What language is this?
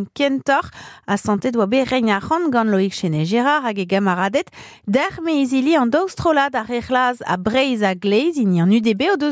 Breton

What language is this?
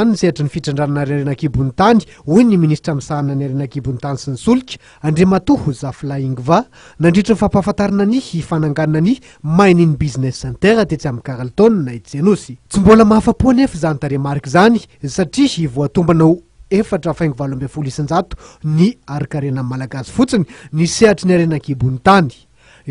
Malagasy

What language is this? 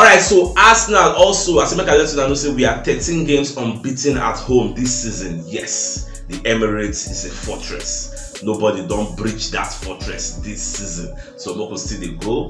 Nigerian Pidgin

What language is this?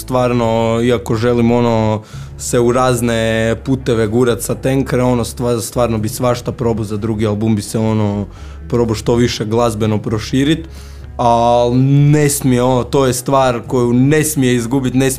Croatian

